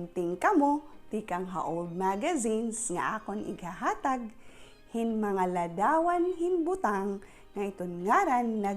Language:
Waray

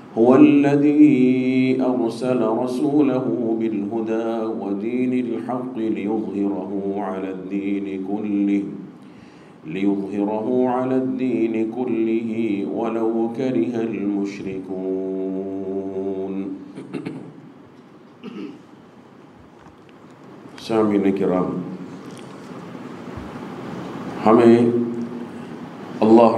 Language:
Urdu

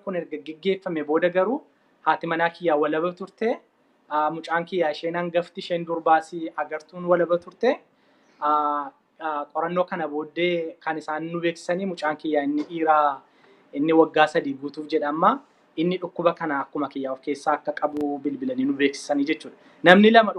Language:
Oromo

